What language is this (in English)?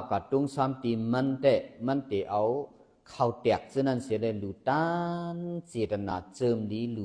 Shan